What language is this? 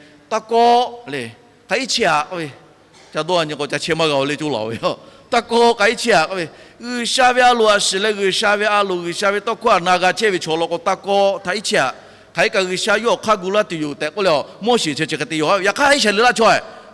Lahu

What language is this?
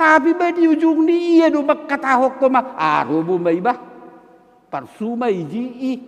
Batak Simalungun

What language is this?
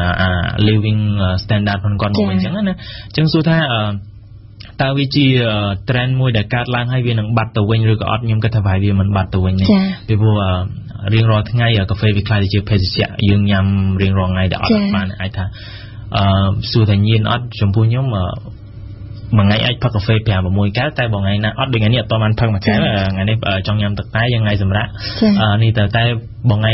Khmer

